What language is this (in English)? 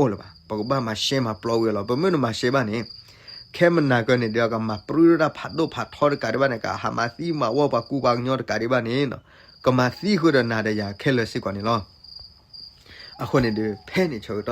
S'gaw Karen